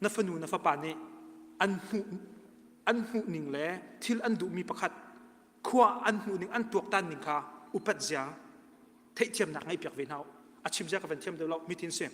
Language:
Hakha Chin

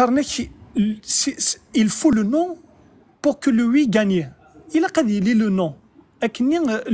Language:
Kabyle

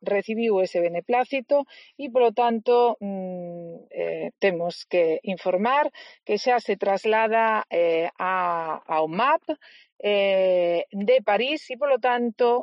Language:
Galician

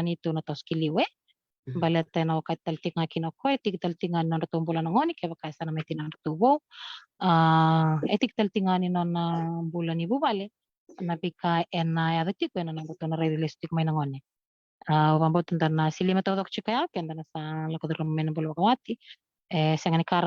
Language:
Fijian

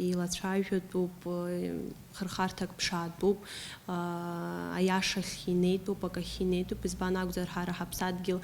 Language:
Abkhazian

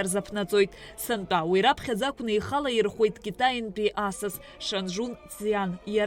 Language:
Abkhazian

